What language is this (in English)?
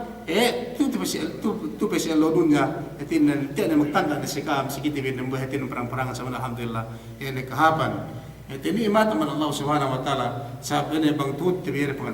Yakan